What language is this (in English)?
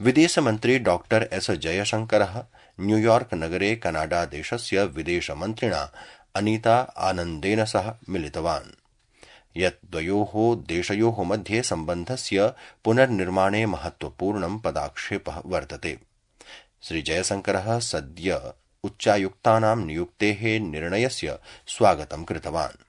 Sanskrit